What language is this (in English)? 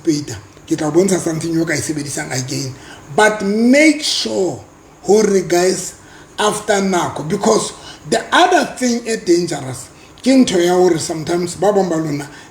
Southern Sotho